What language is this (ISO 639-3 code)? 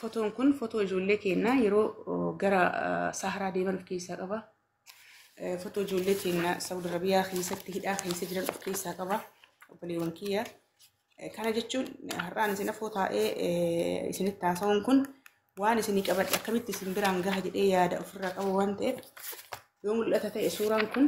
orm